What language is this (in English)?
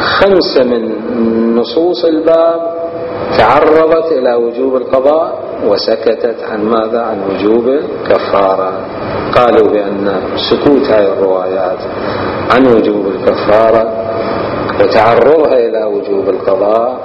Mesopotamian Arabic